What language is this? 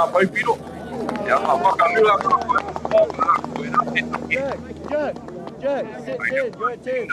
Māori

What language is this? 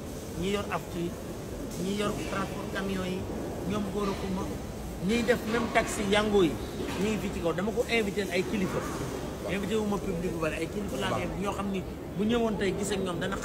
Wolof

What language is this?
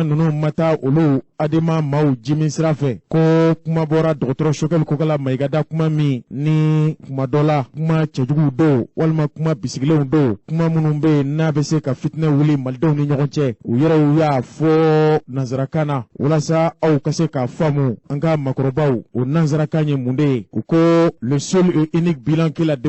Bambara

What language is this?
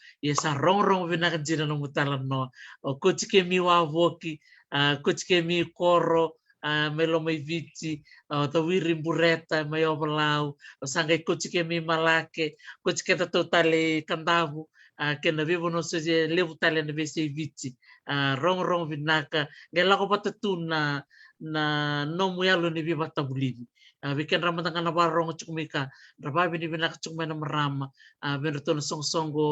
Fijian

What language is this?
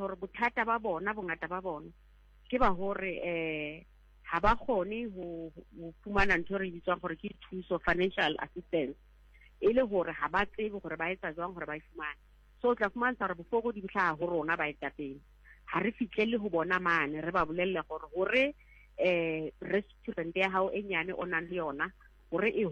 Southern Sotho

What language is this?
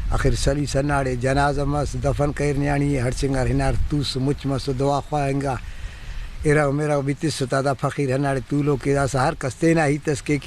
Brahui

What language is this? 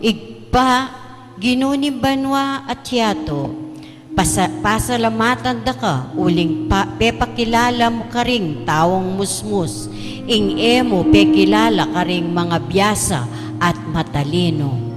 Pampanga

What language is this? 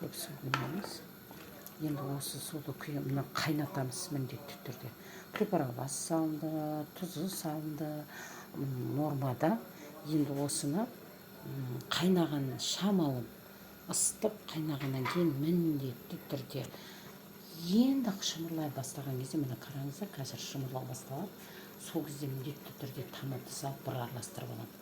Kazakh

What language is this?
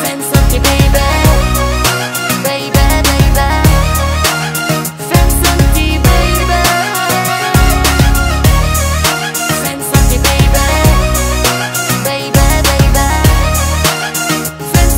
Bulgarian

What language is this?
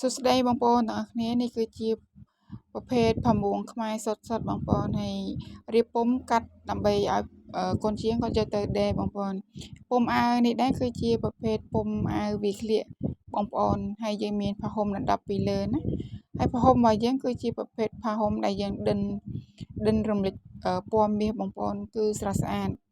Khmer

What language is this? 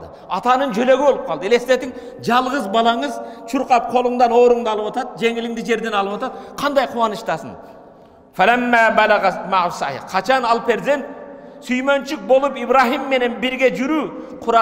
Kyrgyz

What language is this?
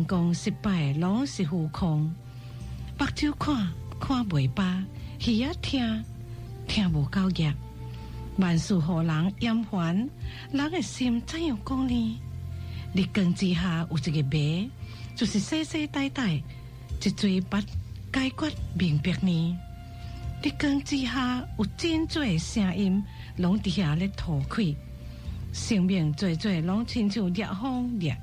Min Nan Chinese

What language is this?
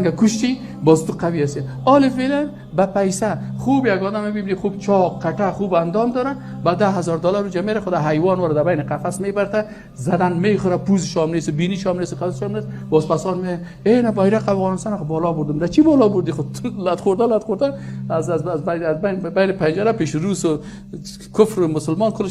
Persian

